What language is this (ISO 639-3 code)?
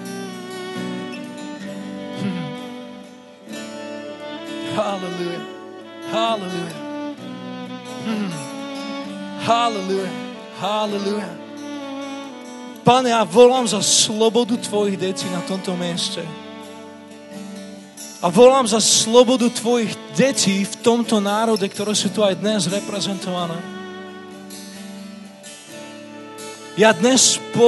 slk